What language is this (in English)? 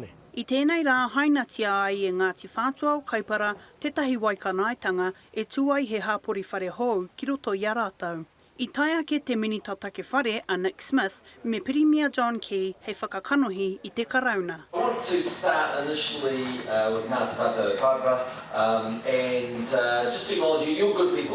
Māori